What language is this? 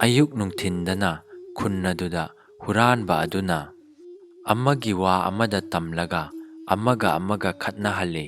Manipuri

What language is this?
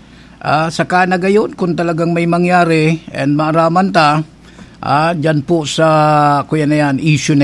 Bikol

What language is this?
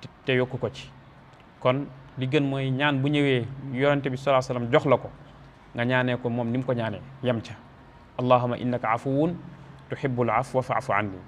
Wolof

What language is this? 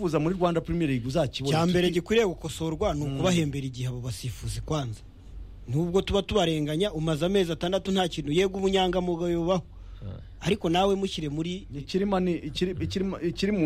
Kinyarwanda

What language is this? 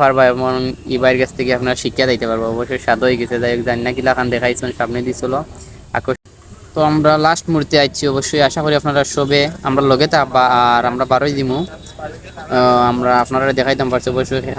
Sylheti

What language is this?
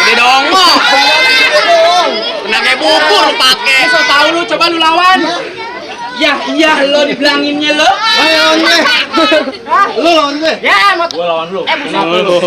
Betawi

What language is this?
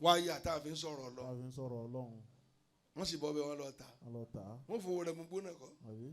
Yoruba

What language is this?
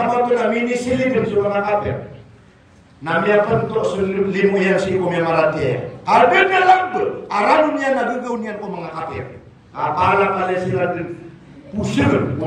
Maranao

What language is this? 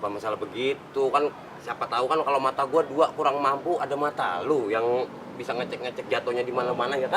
Betawi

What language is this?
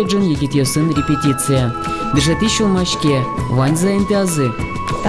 Udmurt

